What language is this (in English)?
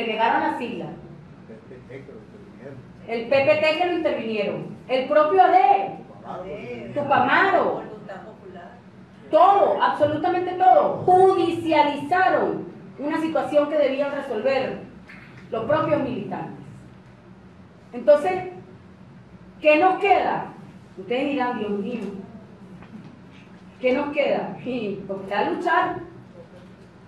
Spanish